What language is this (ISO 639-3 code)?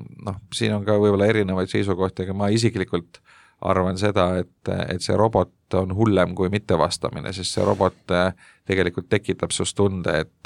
est